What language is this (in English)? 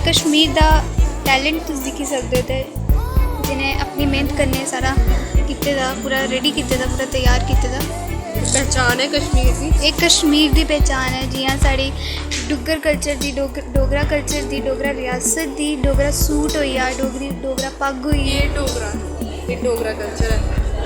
Dogri